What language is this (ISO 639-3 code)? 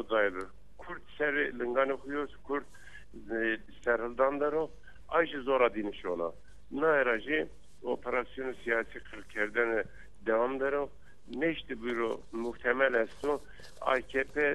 zza